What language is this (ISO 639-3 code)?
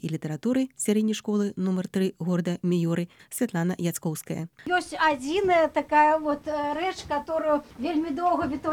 bel